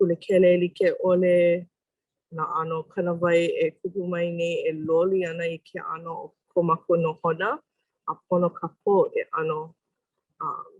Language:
Hawaiian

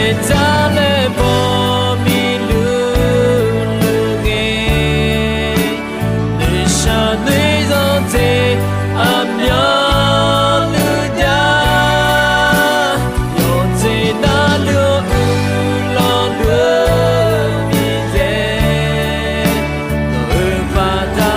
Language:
Akha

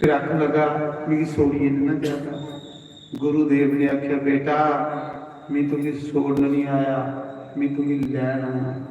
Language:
Dogri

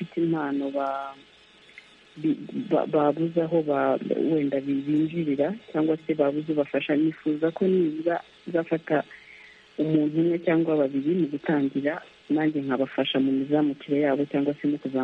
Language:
Kinyarwanda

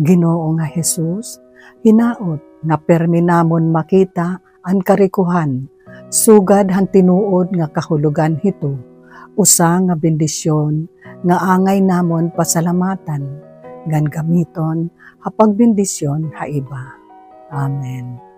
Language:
Waray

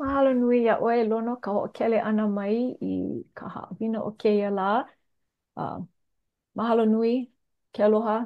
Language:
Hawaiian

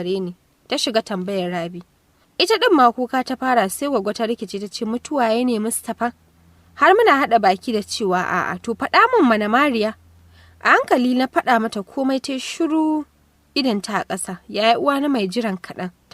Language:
Hausa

